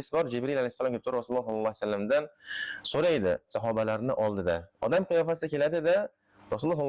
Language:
Uzbek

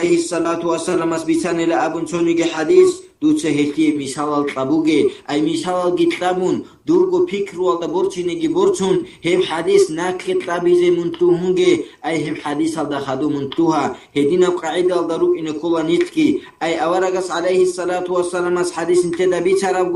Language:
Avaric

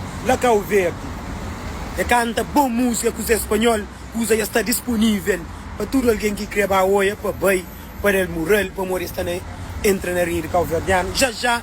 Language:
Kabuverdianu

